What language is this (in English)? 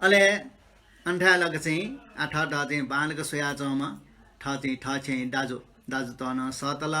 Newari